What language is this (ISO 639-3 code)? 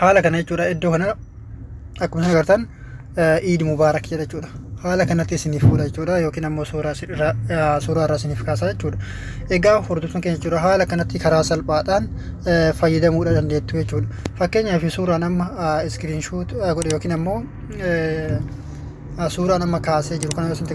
orm